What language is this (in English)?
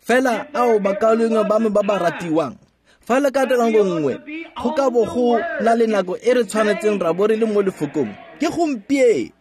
Tswana